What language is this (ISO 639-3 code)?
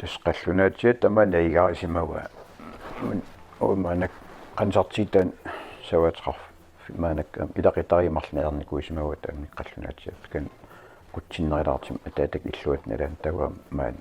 kal